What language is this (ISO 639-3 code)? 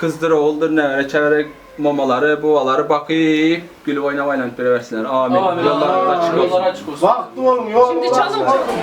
tuk